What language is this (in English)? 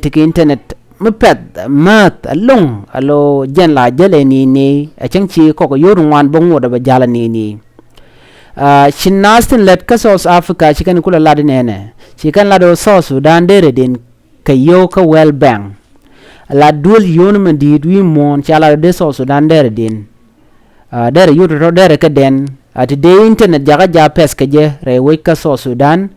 Nuer